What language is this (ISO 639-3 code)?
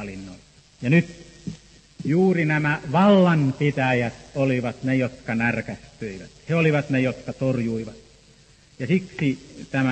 fin